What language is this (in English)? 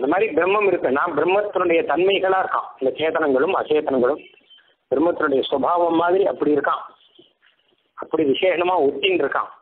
Tamil